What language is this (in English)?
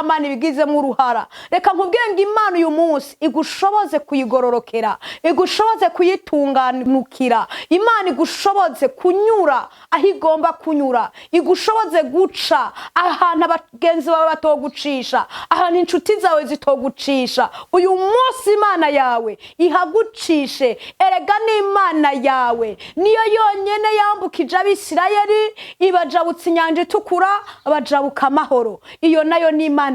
Rundi